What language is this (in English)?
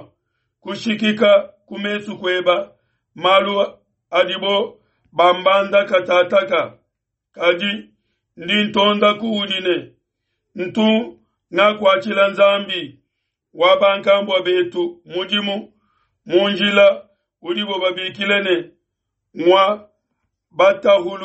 Luba-Lulua